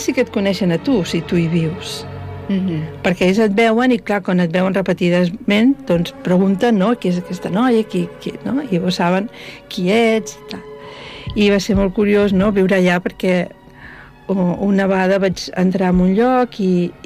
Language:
Catalan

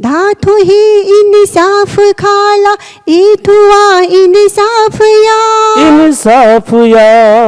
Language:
Newari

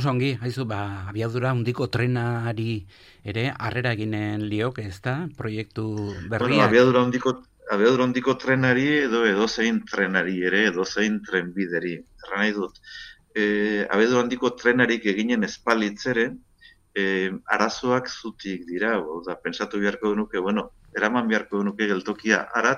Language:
Basque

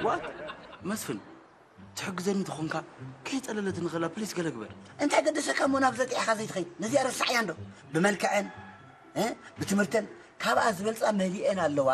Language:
Tigrinya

